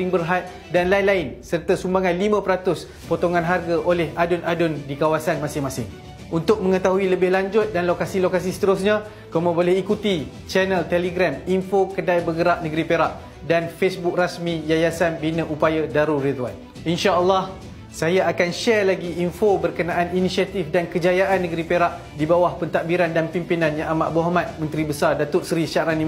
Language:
Malay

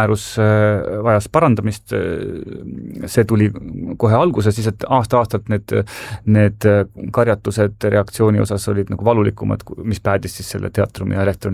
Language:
Estonian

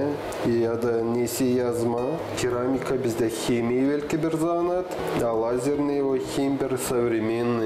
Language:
Gagauz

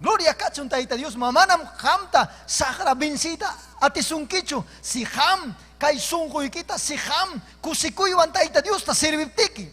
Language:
Ayacucho Quechua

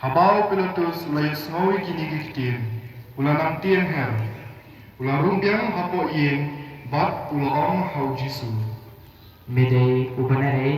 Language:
Khasi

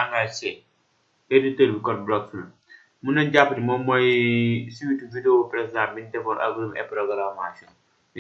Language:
Wolof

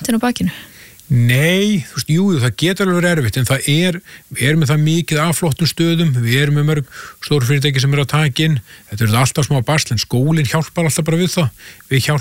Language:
Icelandic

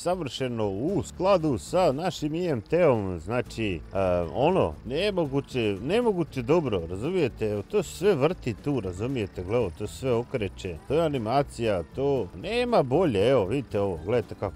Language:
Croatian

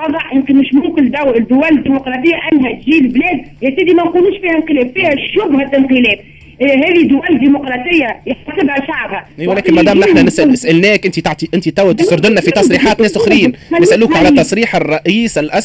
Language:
Tunisian Arabic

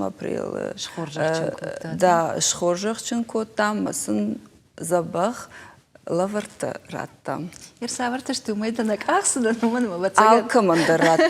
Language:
Ossetic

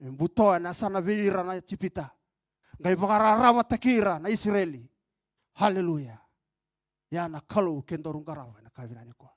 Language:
Fijian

